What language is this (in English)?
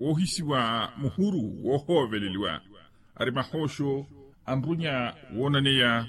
Makhuwa